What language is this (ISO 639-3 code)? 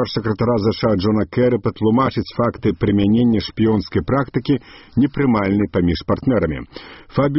bel